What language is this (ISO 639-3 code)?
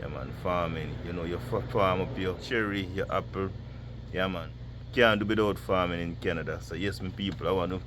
jam